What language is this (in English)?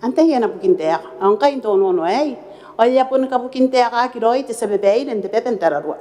Gilbertese